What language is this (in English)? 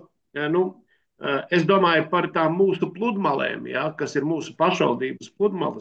Latvian